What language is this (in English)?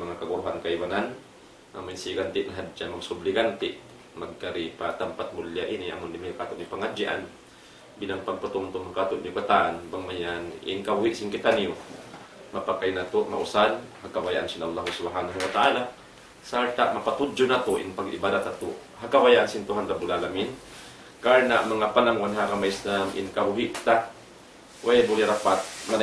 Tausug